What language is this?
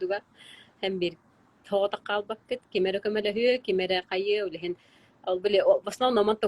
Yakut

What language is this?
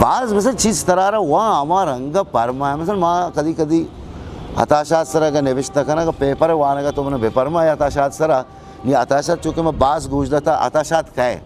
Eastern Balochi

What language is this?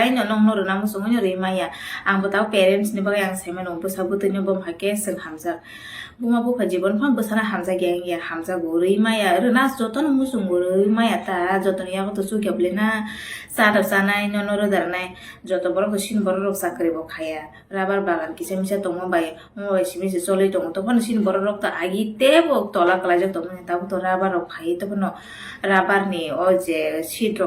Kok Borok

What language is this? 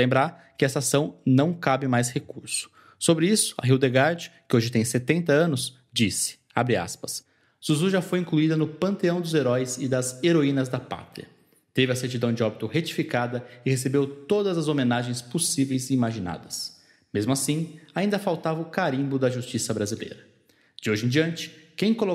Portuguese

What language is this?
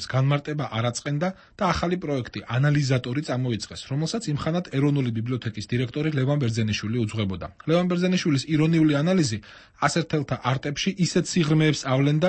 Georgian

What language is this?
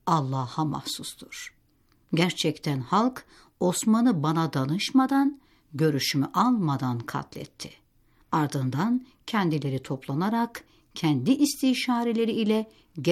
Turkish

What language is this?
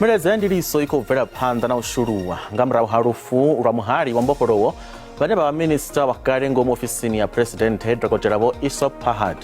Venda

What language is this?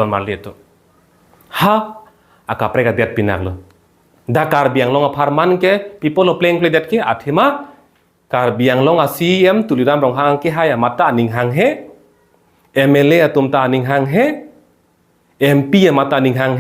Karbi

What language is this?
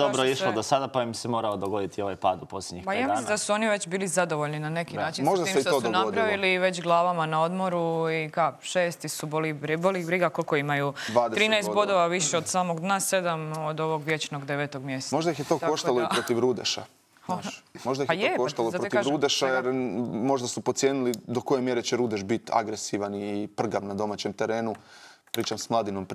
Croatian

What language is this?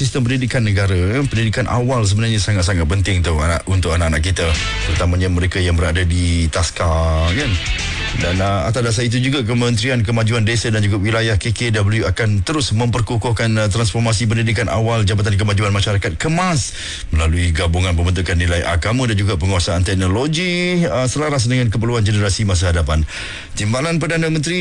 Malay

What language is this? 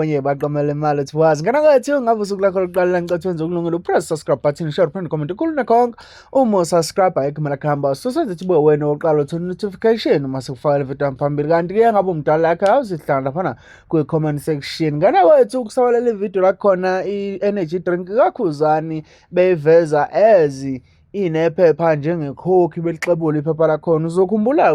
Zulu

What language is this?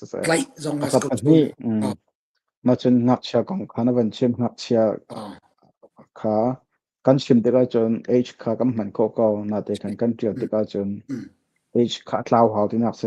Hakha Chin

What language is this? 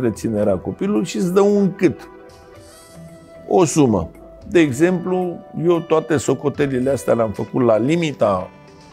Romanian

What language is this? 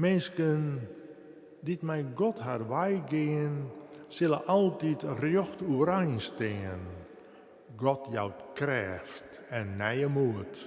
Western Frisian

